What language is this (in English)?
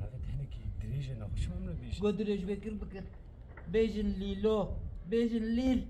Kurdish